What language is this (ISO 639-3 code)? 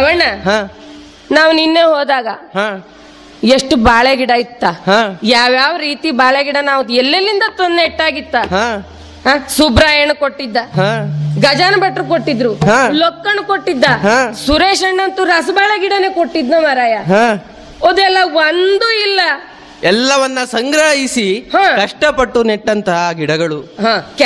kan